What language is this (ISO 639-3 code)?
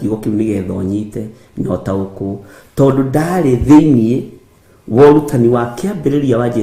kik